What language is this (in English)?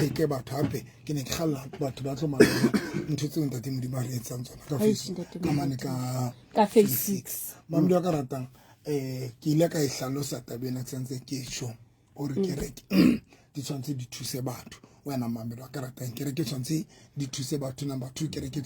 Southern Sotho